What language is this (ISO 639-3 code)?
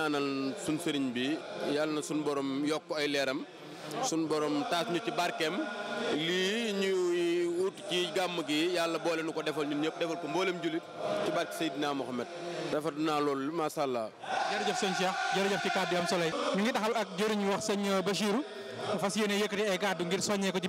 wol